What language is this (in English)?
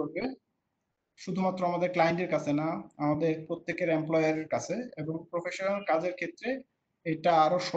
Bangla